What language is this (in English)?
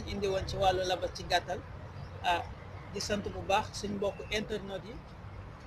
Wolof